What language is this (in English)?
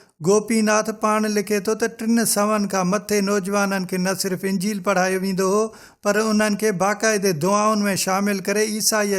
Sindhi